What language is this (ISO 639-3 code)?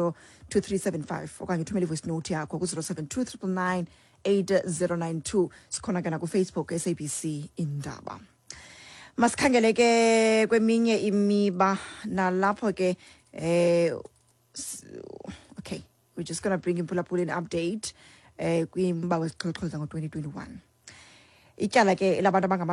xho